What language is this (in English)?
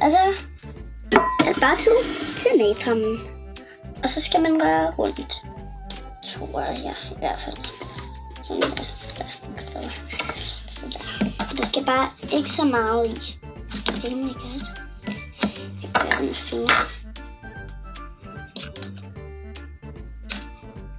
Danish